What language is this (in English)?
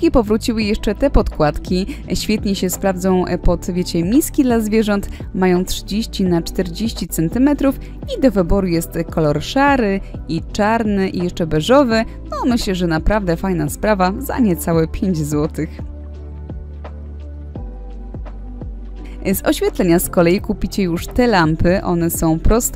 Polish